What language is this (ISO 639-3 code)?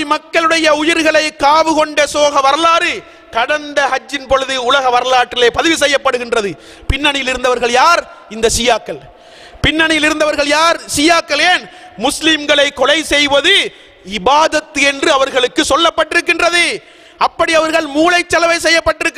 tam